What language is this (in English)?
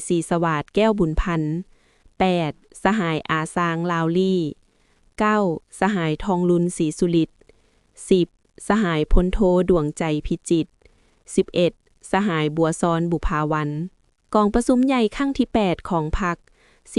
Lao